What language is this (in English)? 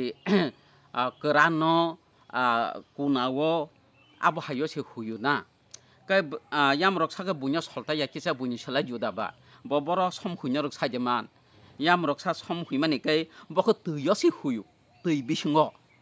Kok Borok